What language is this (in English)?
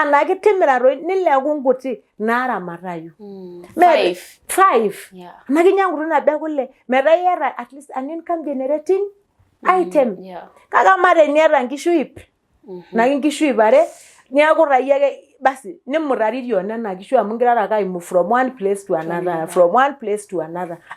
Masai